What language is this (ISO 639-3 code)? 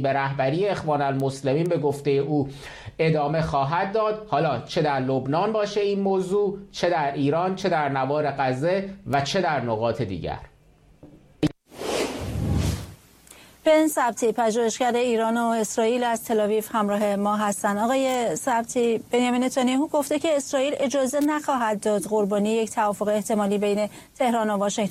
fas